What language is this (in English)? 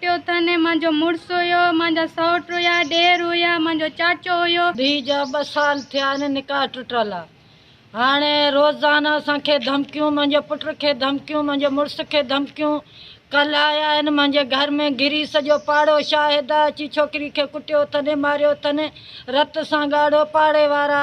Sindhi